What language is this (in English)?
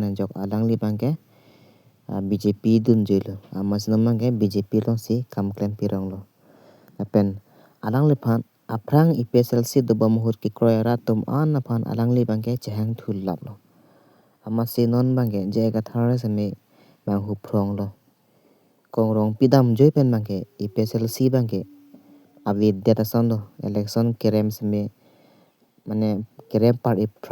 Karbi